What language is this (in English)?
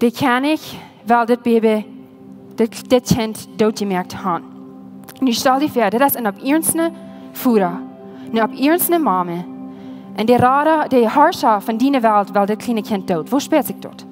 Plautdietsch